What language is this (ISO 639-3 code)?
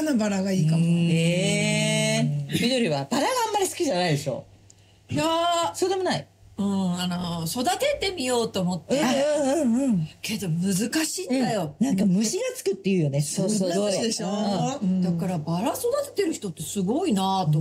jpn